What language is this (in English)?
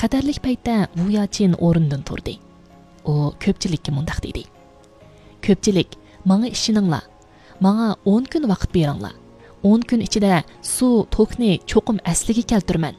Uyghur